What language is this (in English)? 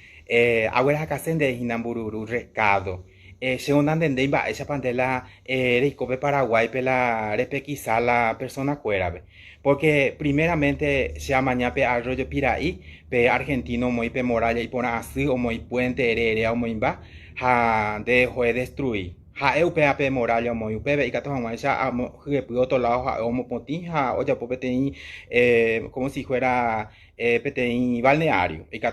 Guarani